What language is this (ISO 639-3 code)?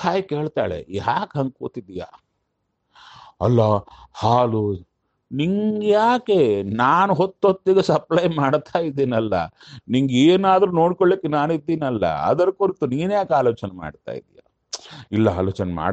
kan